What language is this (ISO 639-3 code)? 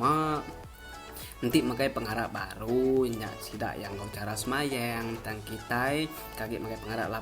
iba